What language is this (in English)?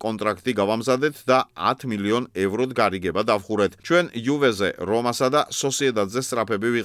Georgian